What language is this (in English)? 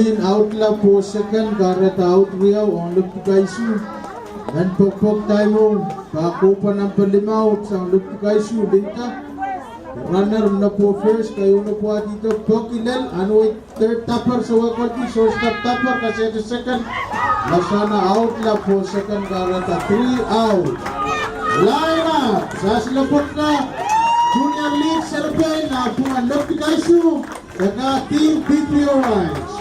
Pohnpeian